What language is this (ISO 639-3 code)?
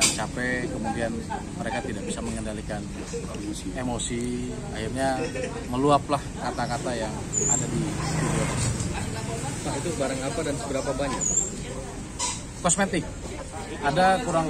ind